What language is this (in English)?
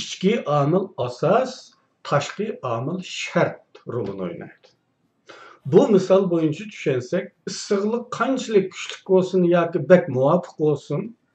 Uyghur